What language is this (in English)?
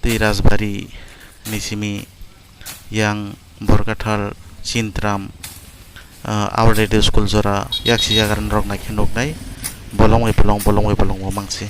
Kok Borok